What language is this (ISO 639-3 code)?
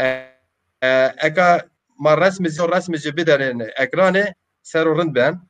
zza